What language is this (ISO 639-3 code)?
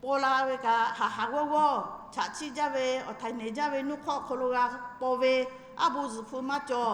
lhu